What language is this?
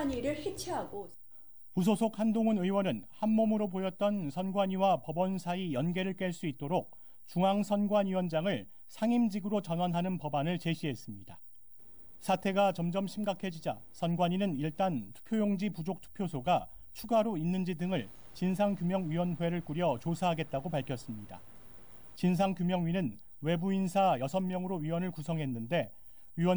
Korean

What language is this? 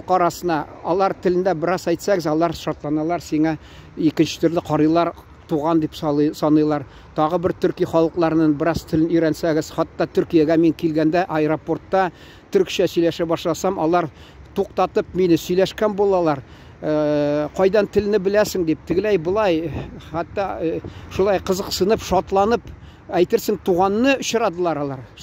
Tatar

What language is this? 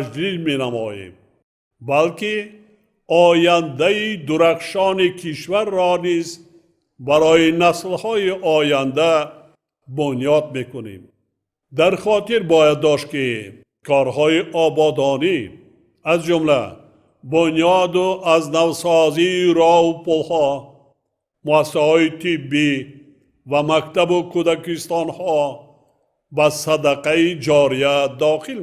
Tajik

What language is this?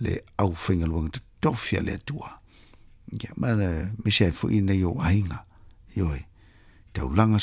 Samoan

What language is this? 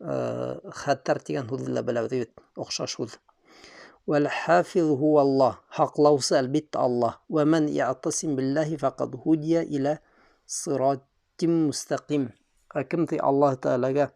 Bashkir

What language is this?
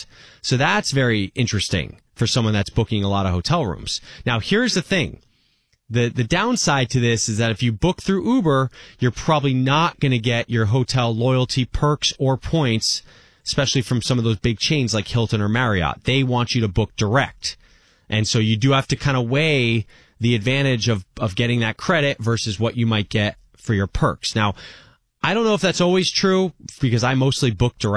English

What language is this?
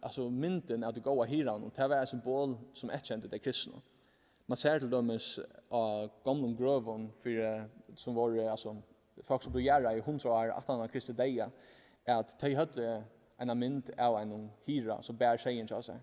Faroese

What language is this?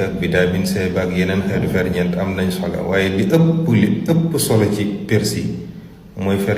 Wolof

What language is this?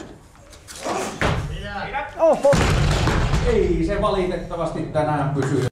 Finnish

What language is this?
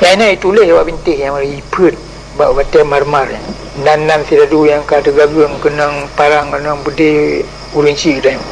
Achinese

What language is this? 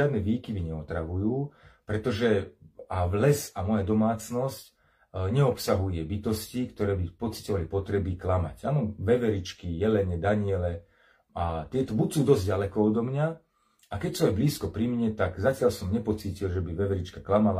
Slovak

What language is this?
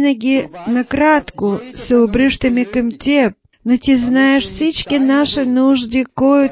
Bulgarian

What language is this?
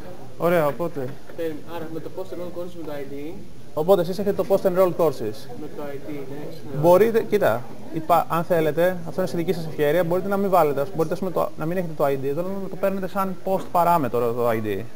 Greek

